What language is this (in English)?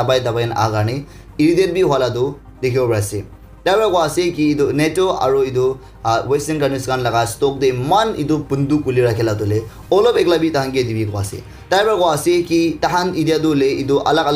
Naga Pidgin